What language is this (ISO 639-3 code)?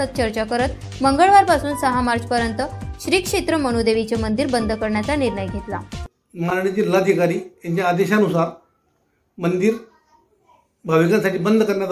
mar